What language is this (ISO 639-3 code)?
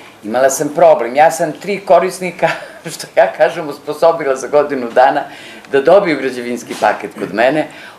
srp